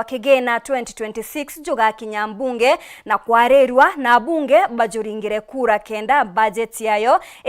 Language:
Meru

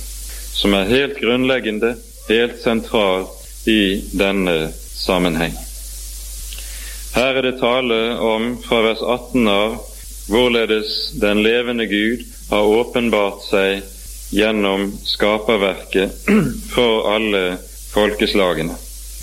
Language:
Norwegian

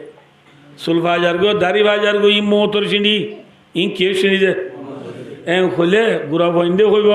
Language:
Rohingya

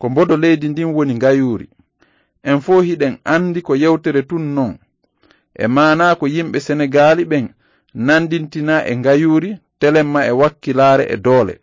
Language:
Fula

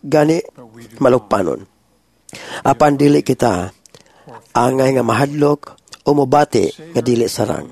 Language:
Cebuano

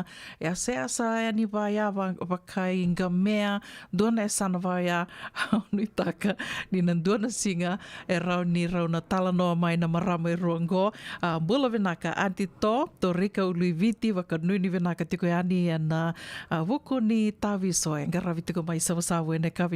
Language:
Fijian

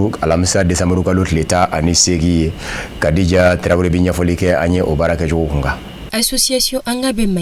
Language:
Bambara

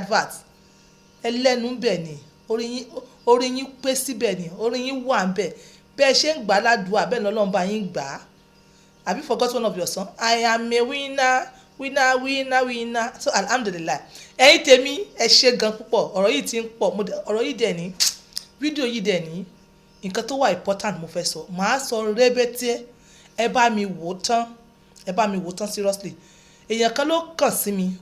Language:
Yoruba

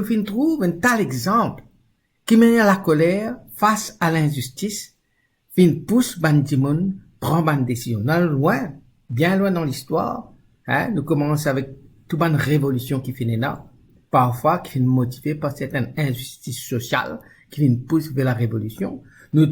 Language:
Morisyen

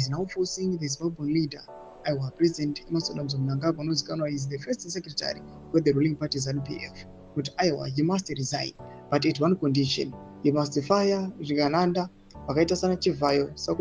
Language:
Shona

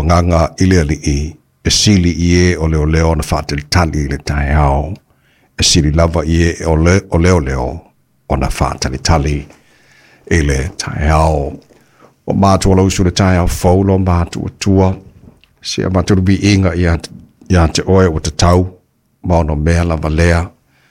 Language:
Samoan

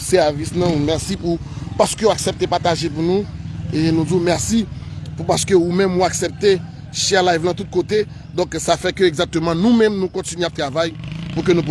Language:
Haitian Creole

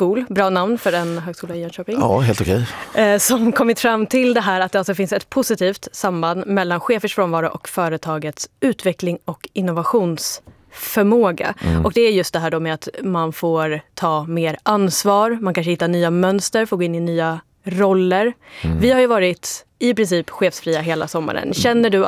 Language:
Swedish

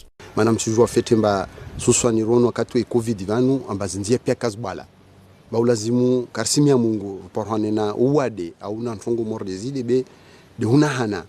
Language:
Ngazidja Comorian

